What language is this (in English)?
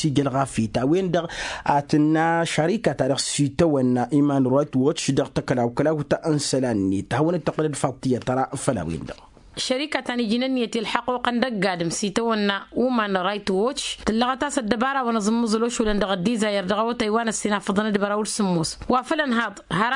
Tamasheq